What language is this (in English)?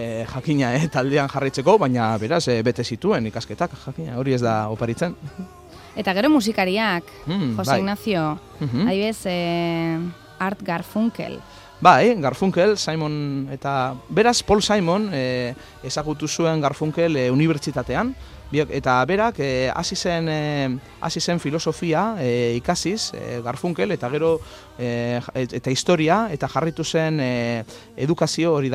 Basque